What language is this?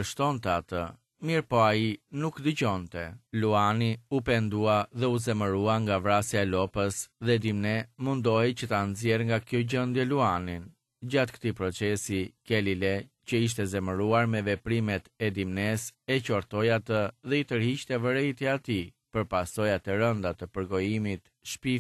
Albanian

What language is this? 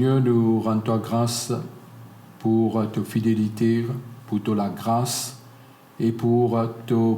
Morisyen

